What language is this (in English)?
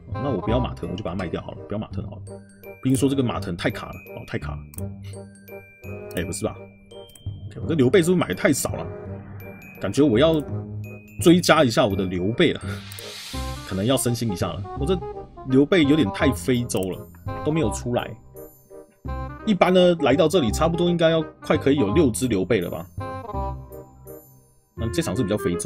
Chinese